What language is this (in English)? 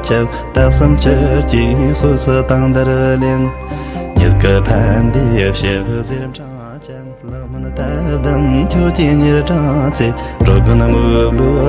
Tibetan